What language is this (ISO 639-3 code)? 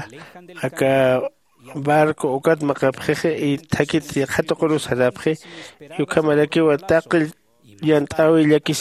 aym